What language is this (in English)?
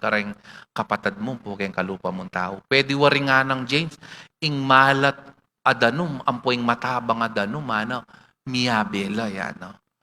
Pampanga